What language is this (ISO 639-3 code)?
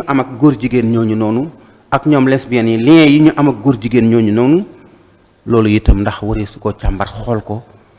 wol